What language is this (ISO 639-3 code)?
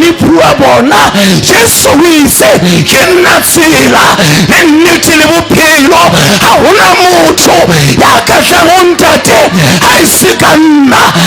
sot